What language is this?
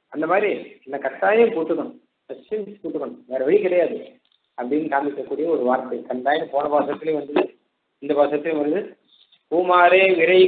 Tamil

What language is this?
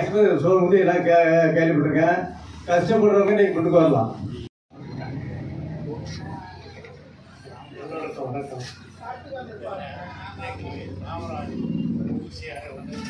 Tamil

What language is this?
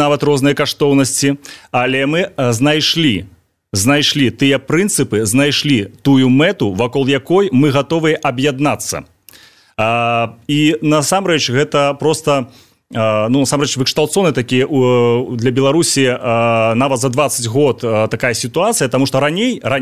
Belarusian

